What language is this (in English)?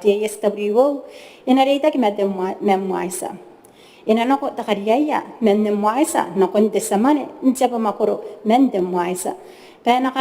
Gilbertese